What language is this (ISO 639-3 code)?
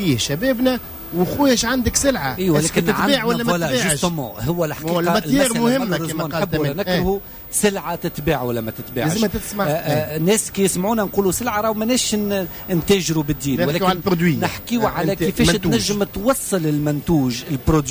aeb